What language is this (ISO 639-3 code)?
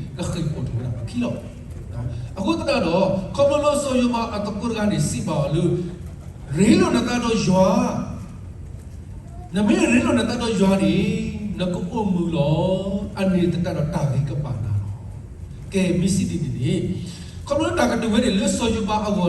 ksw